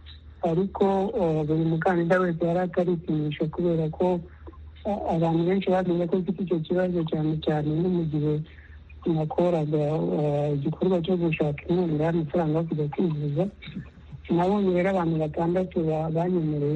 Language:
Kinyarwanda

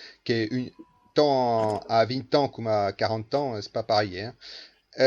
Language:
Occitan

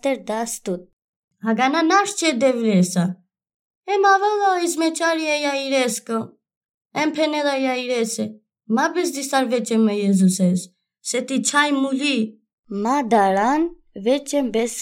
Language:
Albanian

